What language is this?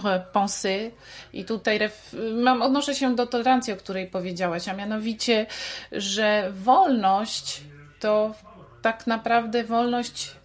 Polish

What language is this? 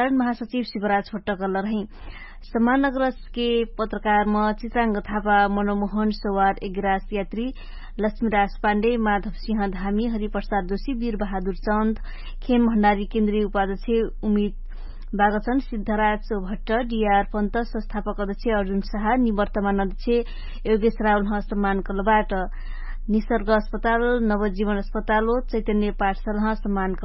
Dangaura Tharu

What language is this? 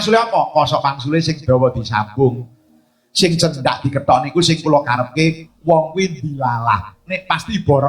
Javanese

